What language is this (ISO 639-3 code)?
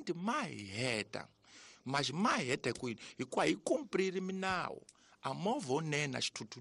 tso